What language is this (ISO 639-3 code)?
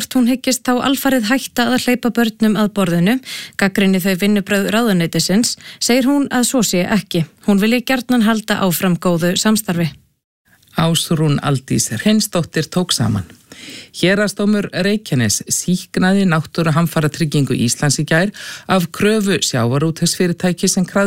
isl